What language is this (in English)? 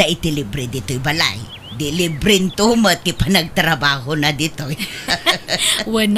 Iloko